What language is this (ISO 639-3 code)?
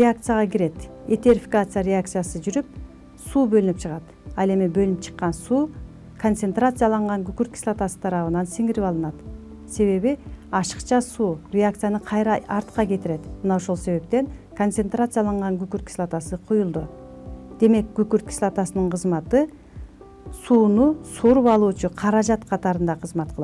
kir